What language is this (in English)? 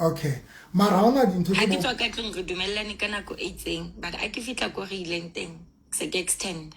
Southern Sotho